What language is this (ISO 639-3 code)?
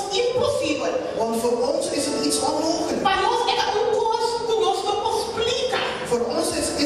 pap